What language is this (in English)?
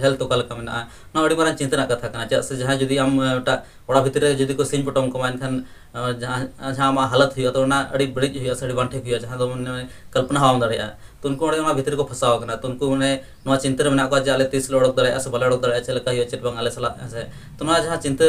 Santali